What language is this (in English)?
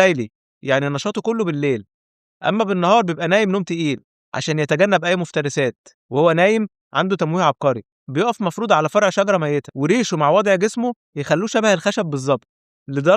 Egyptian Arabic